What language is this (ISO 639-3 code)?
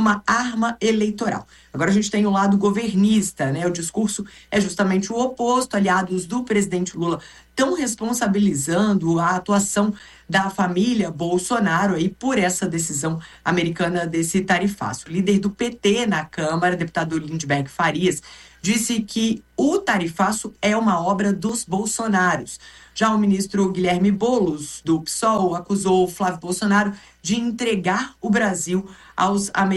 por